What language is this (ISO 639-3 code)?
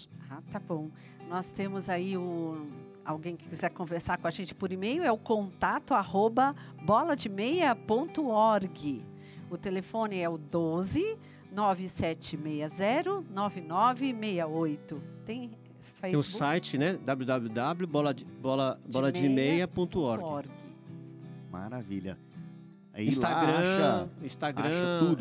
por